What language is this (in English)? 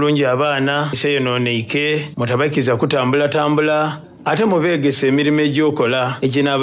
Soga